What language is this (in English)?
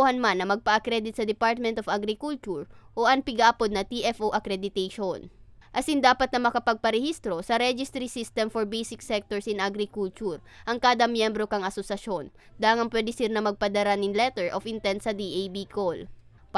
Bikol